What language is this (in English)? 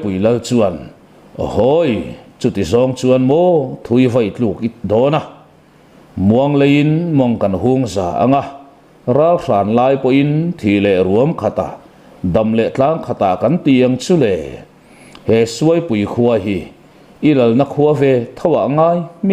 Mizo